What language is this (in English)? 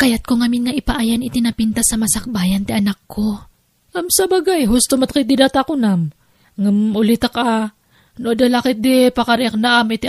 Iloko